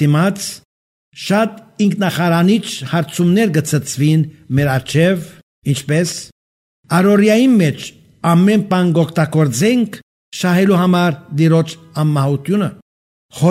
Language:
Armenian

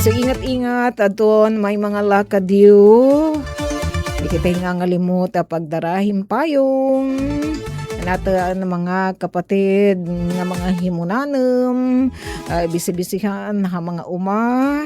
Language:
Waray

